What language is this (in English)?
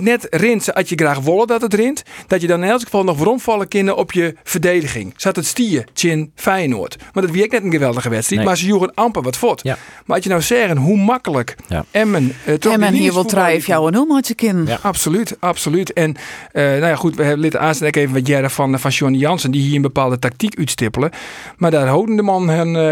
Western Frisian